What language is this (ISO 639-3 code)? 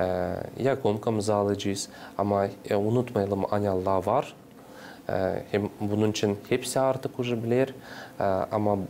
gag